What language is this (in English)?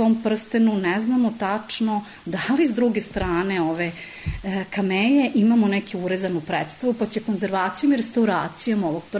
Serbian